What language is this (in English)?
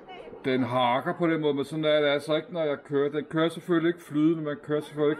Danish